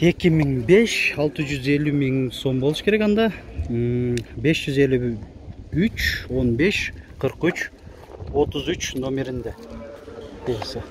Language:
Kyrgyz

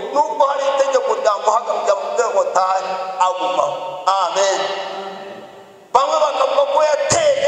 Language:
Kinyarwanda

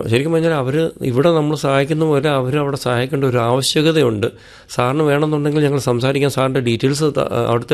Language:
Malayalam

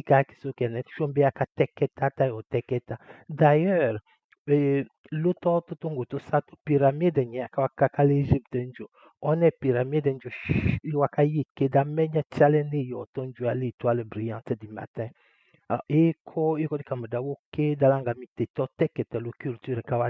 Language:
Tetela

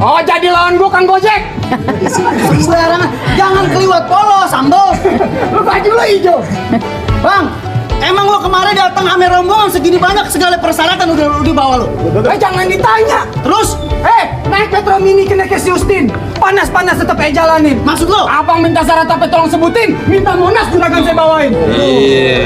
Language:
Betawi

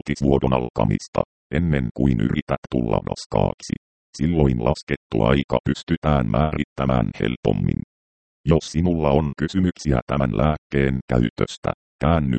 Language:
Finnish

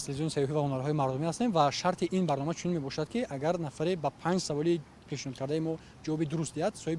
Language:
Tajik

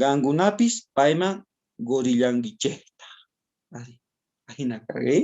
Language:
South Bolivian Quechua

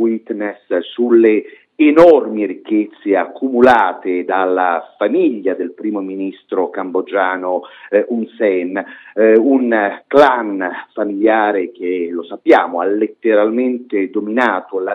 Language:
Italian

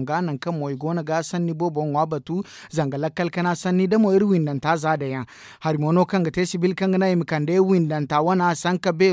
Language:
Zarma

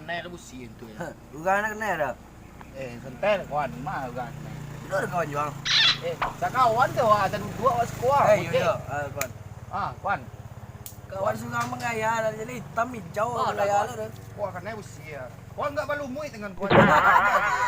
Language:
Minangkabau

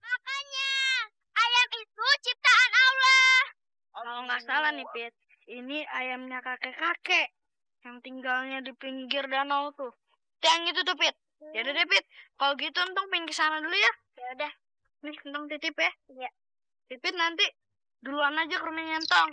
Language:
Betawi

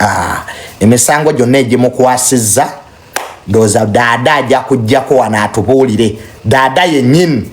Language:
Ganda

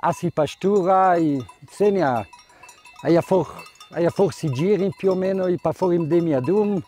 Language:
Ladin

